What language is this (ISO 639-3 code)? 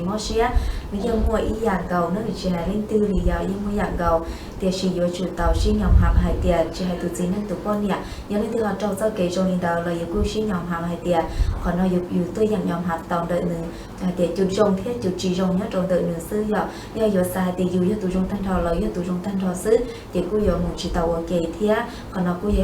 hmn